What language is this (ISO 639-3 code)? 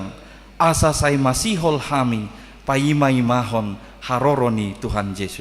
bbc